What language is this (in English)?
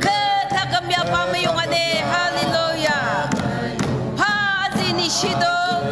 Ao Naga